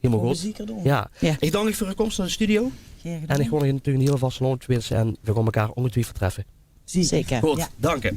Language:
Limburgish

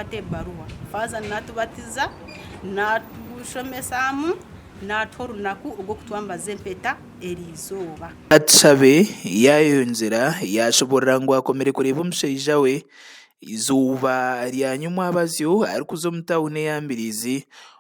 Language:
Nyankole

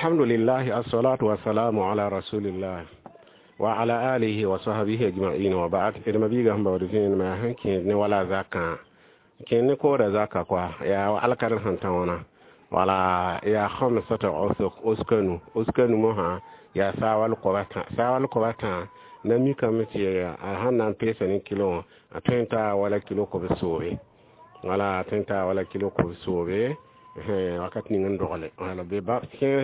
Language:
Mossi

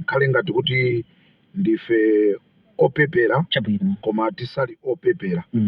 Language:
Nyanja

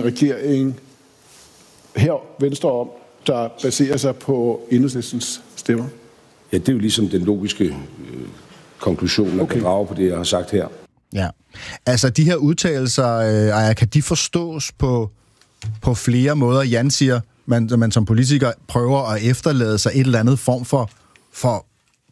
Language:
Danish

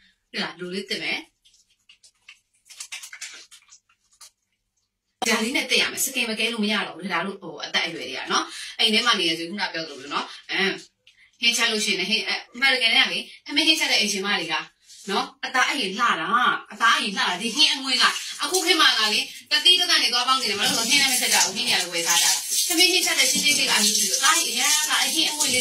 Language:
Burmese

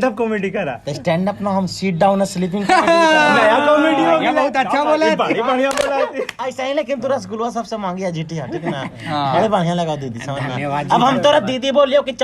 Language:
Magahi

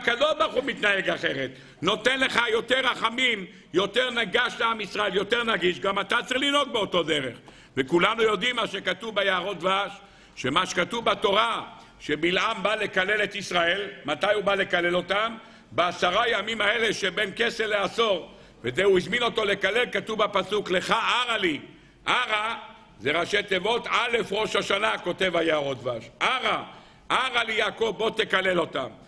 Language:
Hebrew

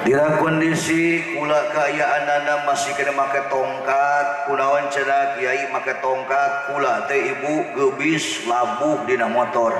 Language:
Sundanese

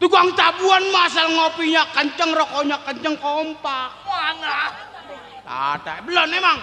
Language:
Betawi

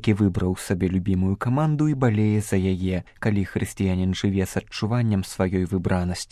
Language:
Belarusian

